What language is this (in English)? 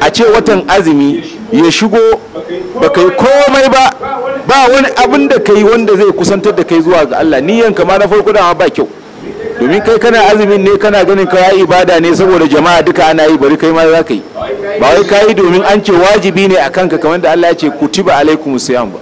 Hausa